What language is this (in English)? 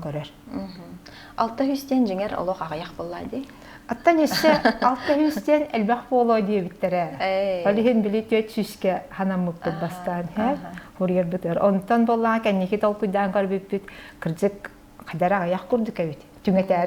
Yakut